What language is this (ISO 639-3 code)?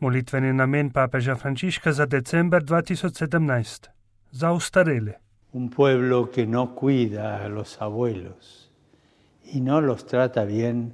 slv